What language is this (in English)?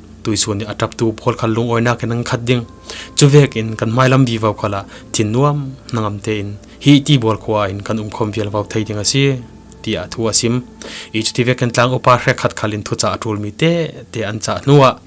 Falam Chin